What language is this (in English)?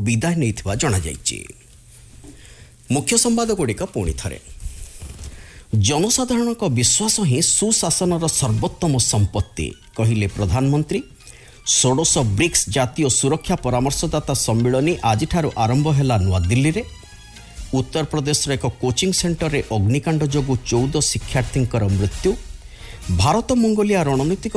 Odia